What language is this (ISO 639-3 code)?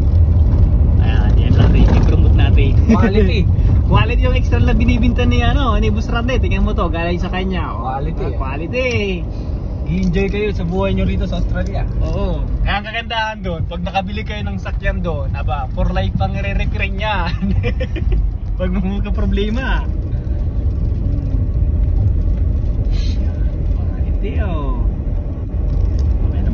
fil